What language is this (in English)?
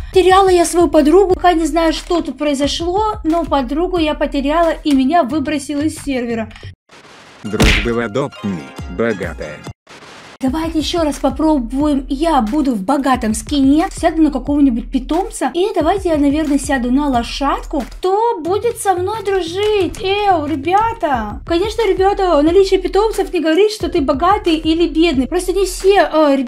Russian